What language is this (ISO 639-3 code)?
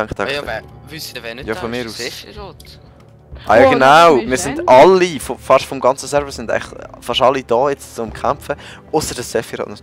gsw